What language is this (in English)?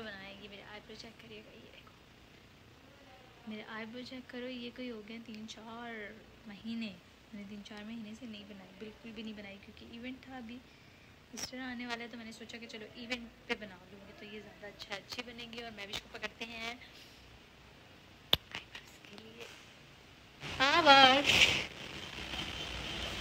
Hindi